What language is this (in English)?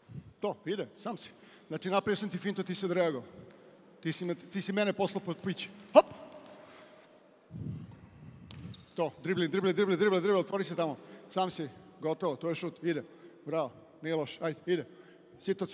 Serbian